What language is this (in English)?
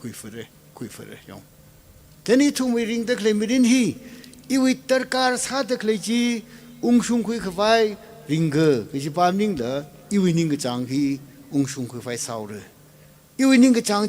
Tangkhul Naga (India)